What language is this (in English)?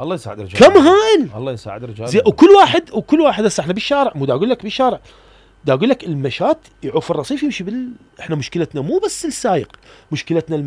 Mesopotamian Arabic